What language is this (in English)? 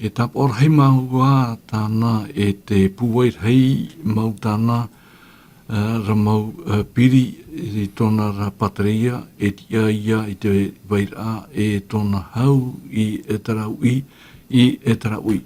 Tahitian